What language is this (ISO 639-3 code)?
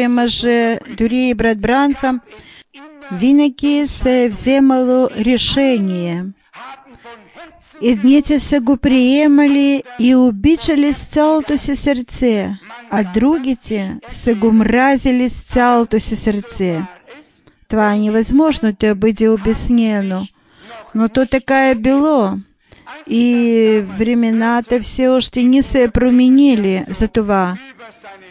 bul